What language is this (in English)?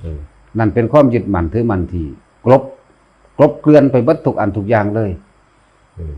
Northeastern Thai